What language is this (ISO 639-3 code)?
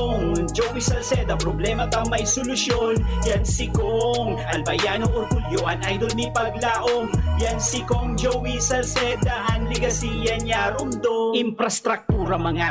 bik